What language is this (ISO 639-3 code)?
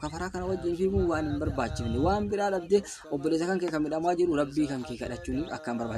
orm